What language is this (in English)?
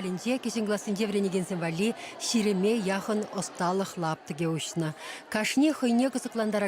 Chuvash